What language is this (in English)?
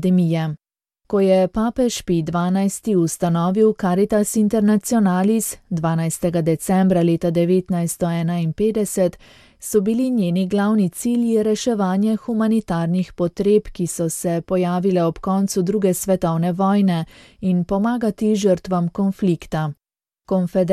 Slovenian